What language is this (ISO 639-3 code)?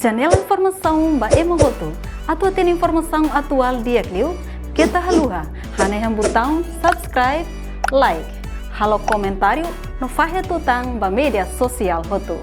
tet